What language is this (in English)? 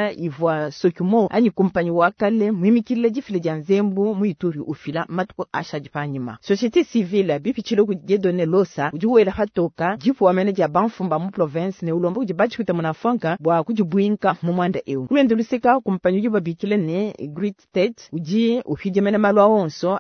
Luba-Lulua